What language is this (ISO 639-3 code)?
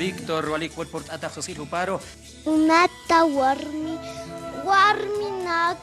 aym